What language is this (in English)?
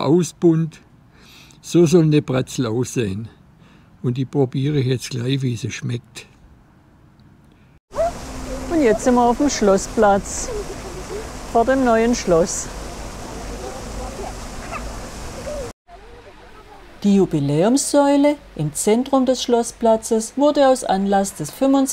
German